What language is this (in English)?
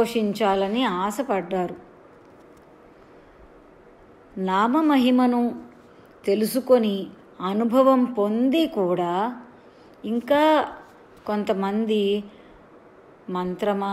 Telugu